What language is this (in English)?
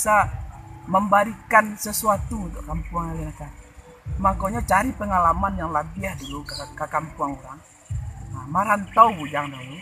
Minangkabau